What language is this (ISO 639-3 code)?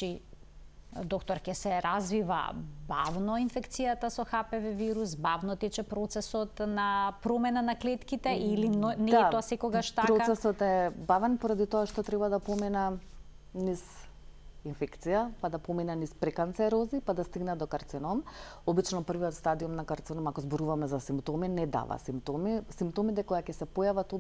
mkd